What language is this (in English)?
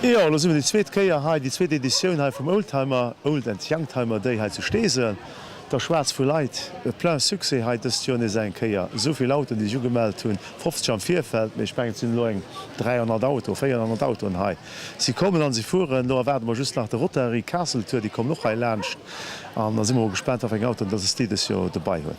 Luxembourgish